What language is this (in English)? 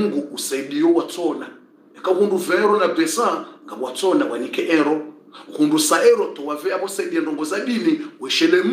Swahili